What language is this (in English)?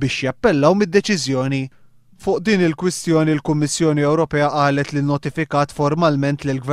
Maltese